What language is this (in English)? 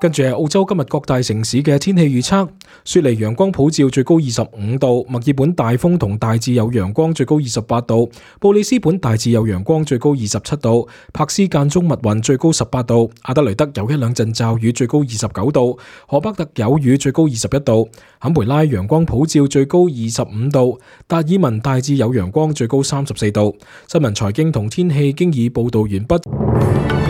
Cantonese